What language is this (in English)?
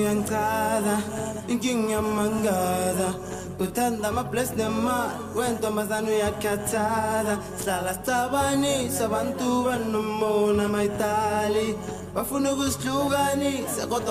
Zulu